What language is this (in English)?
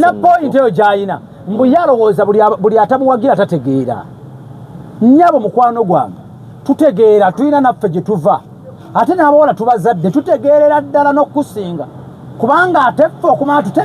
Ganda